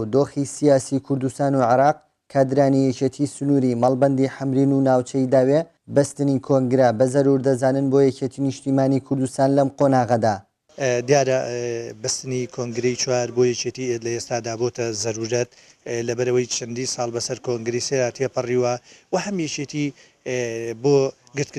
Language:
Central Kurdish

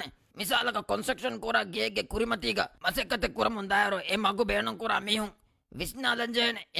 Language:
Divehi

